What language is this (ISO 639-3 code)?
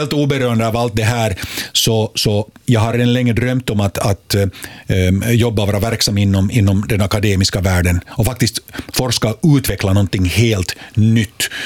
swe